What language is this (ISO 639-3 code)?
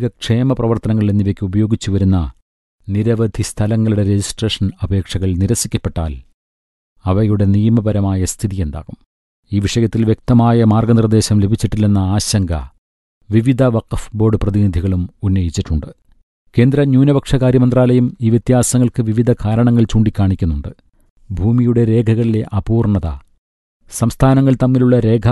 mal